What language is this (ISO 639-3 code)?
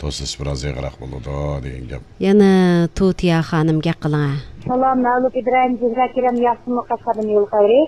uig